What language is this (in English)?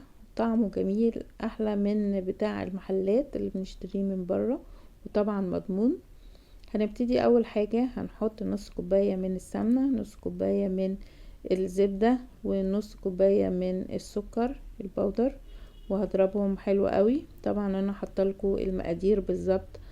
Egyptian Arabic